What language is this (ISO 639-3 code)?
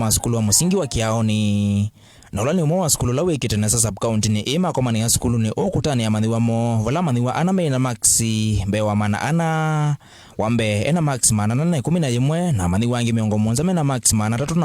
kam